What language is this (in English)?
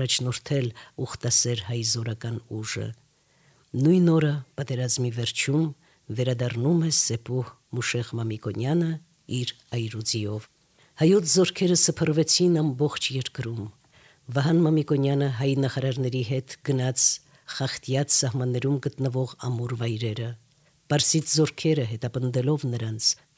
Armenian